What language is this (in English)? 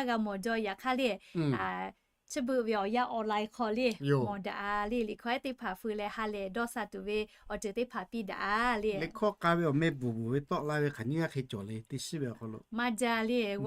Lahu